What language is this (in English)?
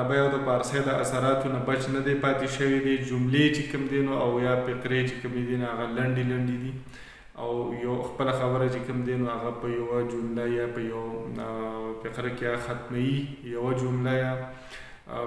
Pashto